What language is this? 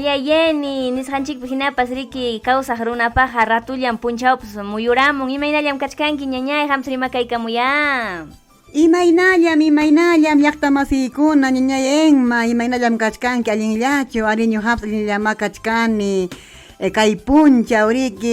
Ayacucho Quechua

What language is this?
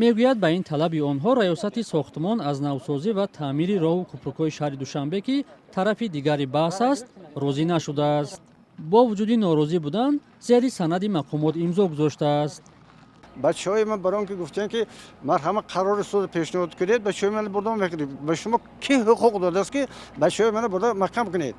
Tajik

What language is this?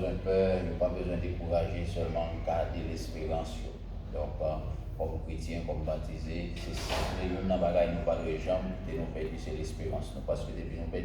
Haitian Creole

